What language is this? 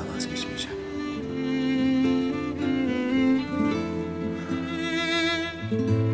Turkish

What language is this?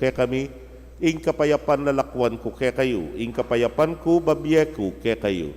Pampanga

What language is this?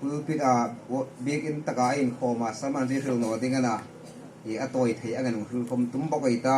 Hmar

